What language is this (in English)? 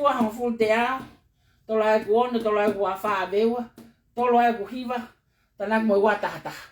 Tongan